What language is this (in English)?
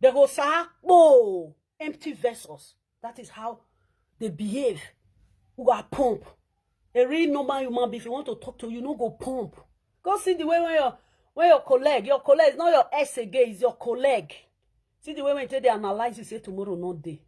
Nigerian Pidgin